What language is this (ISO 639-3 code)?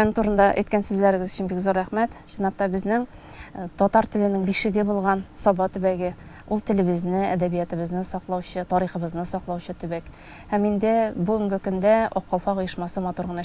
tat